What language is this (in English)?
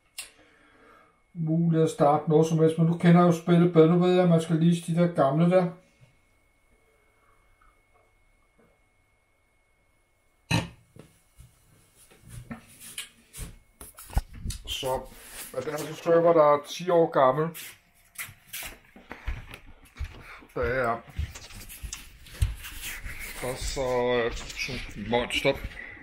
Danish